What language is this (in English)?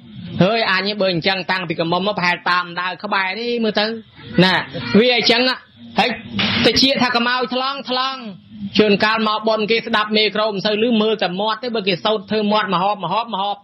Khmer